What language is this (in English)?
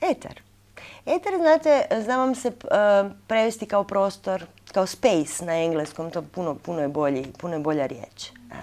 Croatian